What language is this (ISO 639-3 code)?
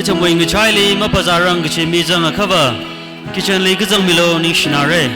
nmf